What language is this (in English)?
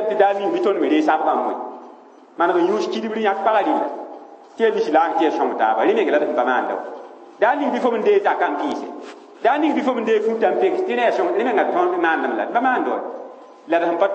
Mossi